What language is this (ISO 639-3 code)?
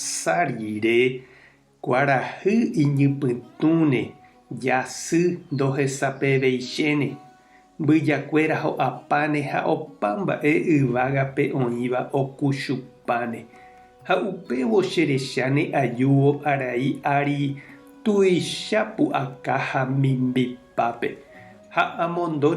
grn